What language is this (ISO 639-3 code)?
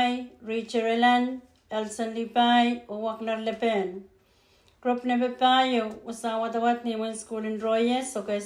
pon